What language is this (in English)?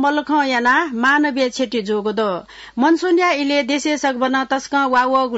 Newari